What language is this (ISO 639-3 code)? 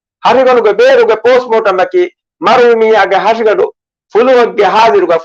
div